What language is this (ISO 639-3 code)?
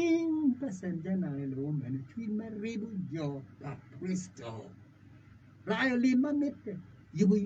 ach